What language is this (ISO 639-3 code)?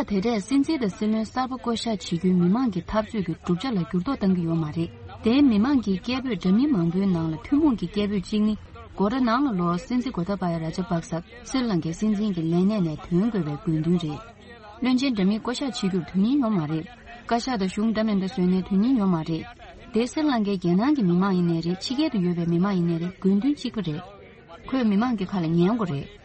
bod